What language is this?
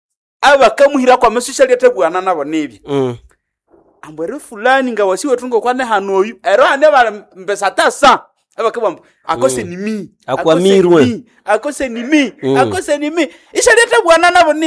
Nande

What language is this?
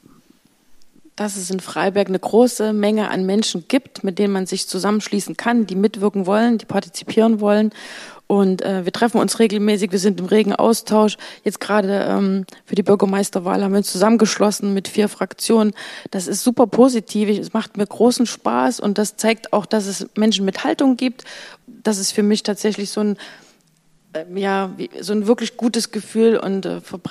German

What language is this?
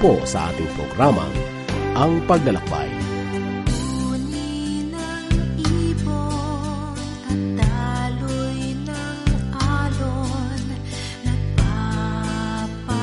Filipino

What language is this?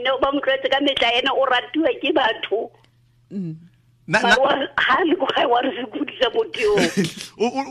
Tswana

